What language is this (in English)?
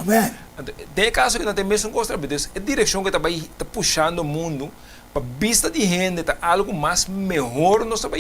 Papiamento